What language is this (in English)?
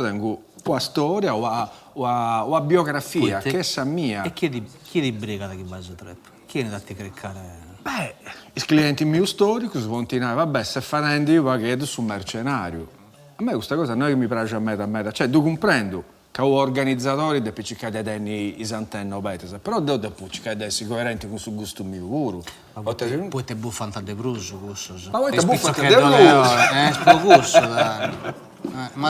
Sardinian